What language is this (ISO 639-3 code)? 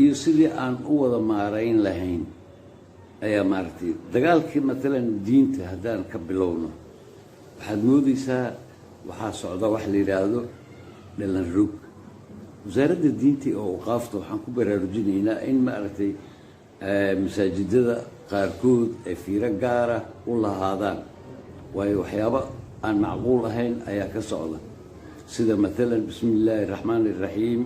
som